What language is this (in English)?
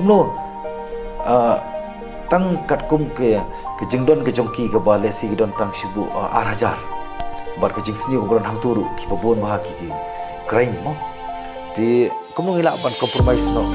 Khasi